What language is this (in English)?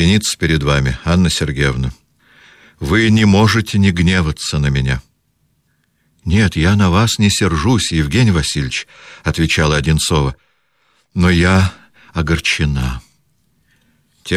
Russian